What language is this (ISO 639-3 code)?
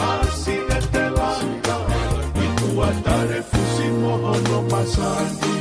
ton